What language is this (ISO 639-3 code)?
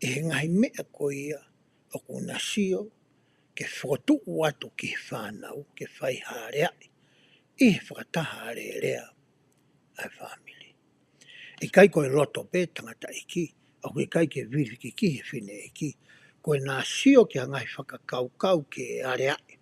ton